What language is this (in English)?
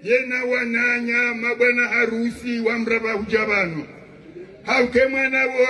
Swahili